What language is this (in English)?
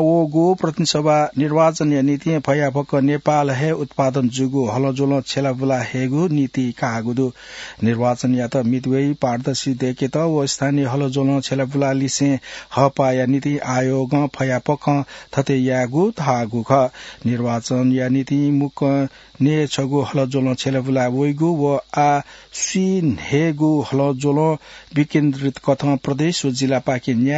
Newari